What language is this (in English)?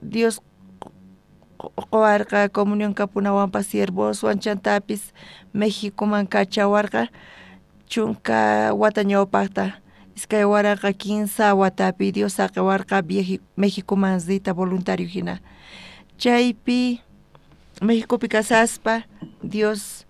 South Bolivian Quechua